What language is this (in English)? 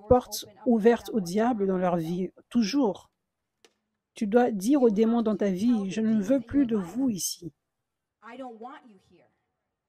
French